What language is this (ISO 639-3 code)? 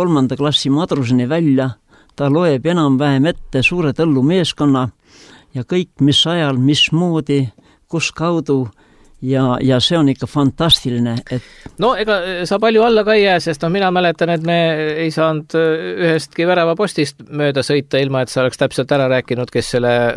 est